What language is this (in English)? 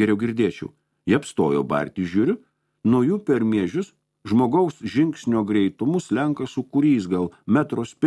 Lithuanian